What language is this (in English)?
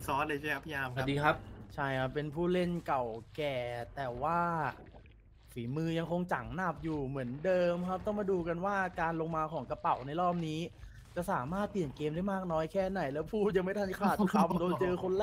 Thai